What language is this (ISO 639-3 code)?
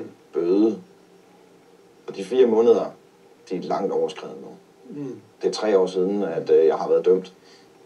dan